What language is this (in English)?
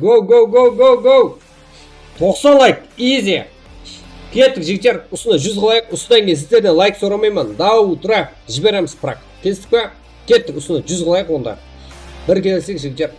Kara-Kalpak